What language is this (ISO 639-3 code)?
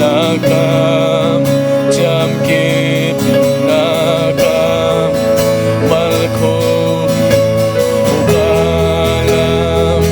ctd